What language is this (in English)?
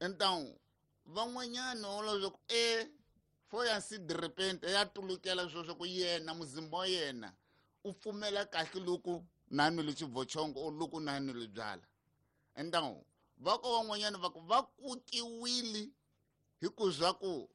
Tsonga